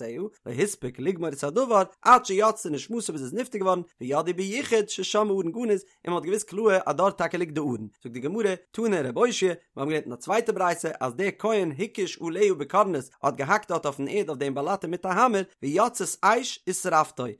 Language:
Yiddish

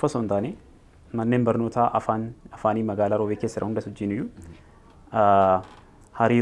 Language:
Oromo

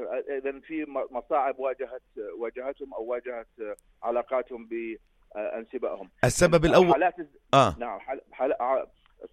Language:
North Levantine Arabic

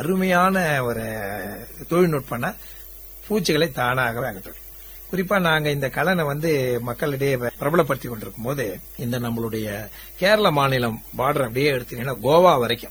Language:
Tamil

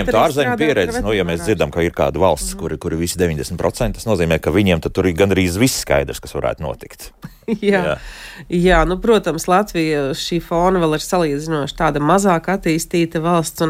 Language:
Latvian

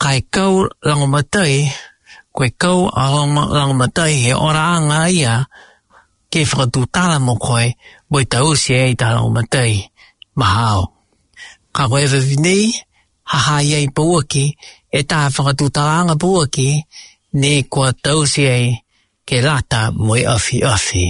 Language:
Tongan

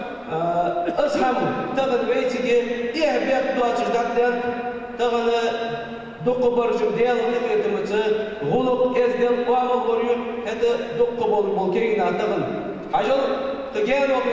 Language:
Ingush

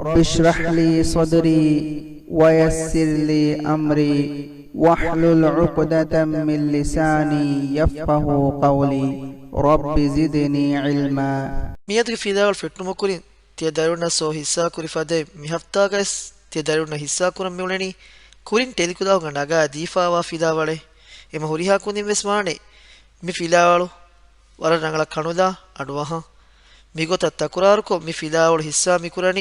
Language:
Divehi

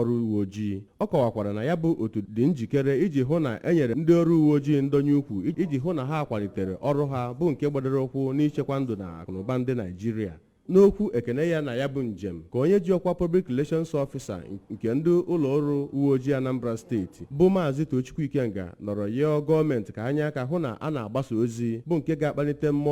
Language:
Igbo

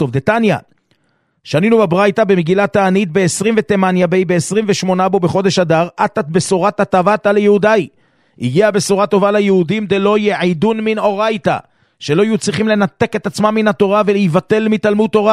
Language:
Hebrew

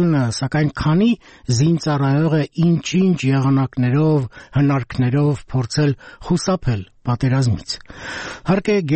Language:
Armenian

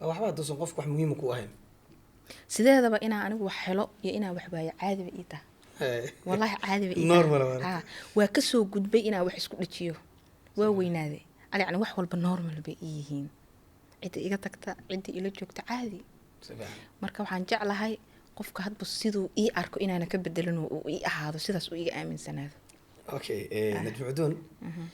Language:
Somali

